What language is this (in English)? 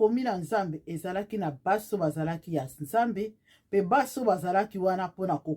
Lingala